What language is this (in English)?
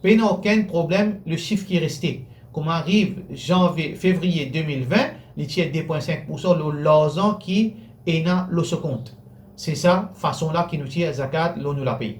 Morisyen